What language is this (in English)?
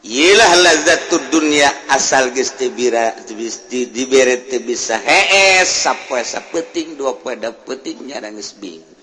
Sundanese